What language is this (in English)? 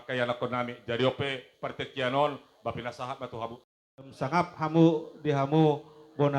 Batak Toba